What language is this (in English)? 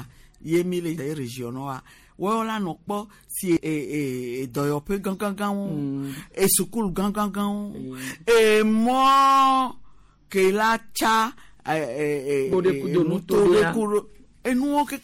Gen